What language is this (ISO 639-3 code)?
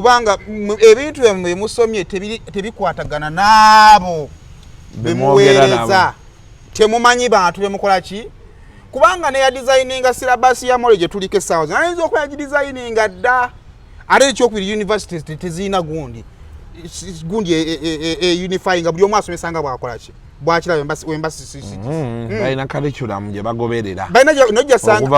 lug